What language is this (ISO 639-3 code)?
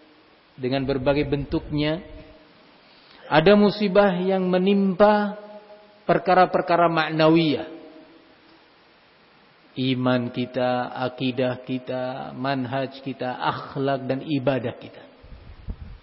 ind